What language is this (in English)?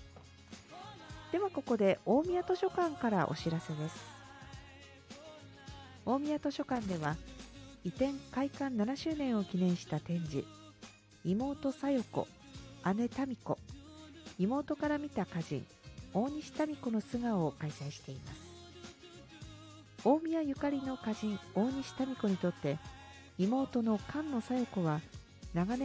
Japanese